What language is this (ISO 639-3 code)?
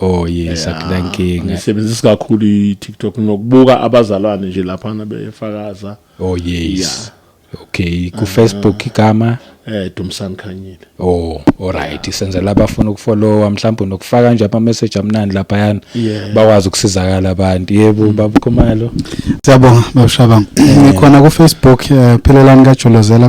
zul